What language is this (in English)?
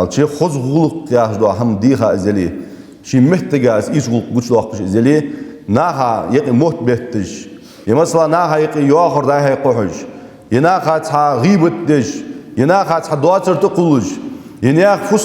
Ingush